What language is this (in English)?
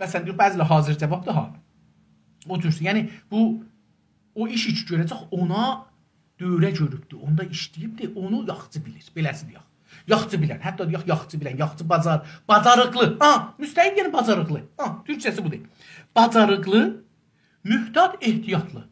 South Azerbaijani